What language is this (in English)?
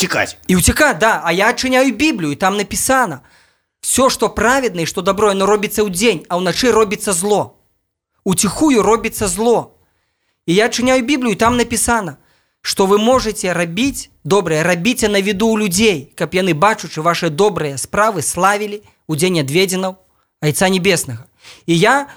Belarusian